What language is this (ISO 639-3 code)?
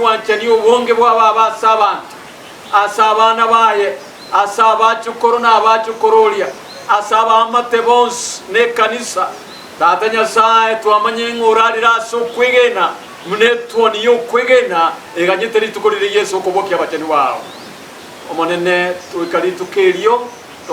guz